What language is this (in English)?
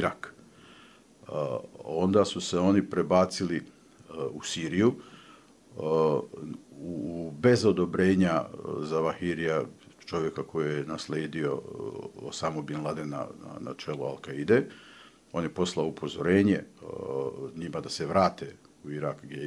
Bosnian